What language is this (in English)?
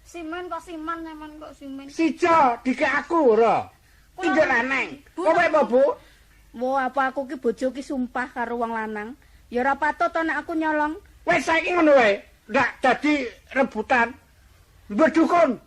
Javanese